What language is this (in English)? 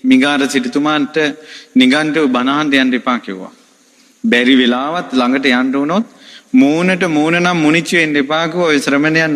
Sinhala